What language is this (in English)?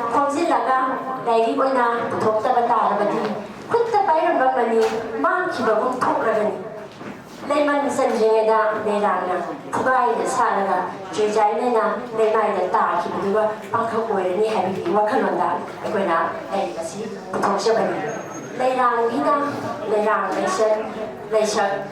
Manipuri